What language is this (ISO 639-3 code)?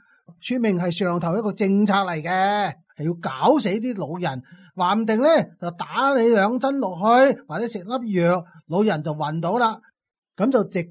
yue